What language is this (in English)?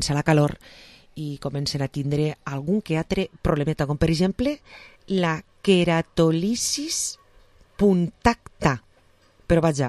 Catalan